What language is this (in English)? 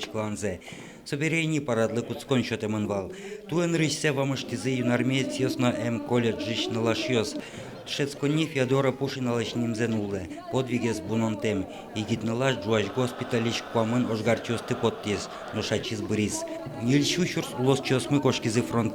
Udmurt